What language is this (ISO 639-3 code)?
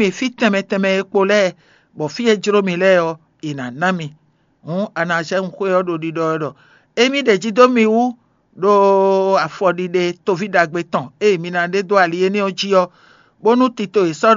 fon